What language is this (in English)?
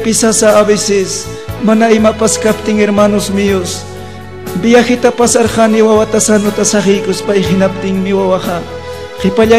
Ayacucho Quechua